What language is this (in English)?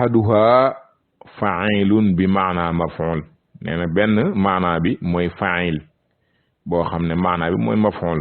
Wolof